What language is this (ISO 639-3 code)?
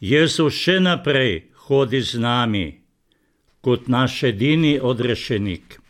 slv